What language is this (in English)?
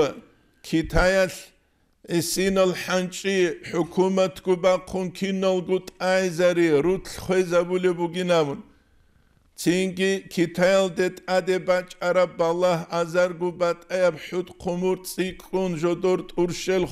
Avaric